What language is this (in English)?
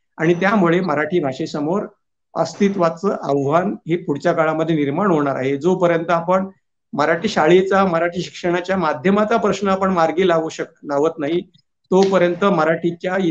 Marathi